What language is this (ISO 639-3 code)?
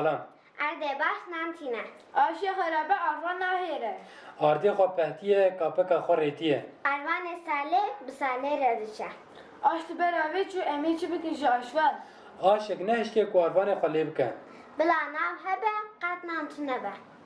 kur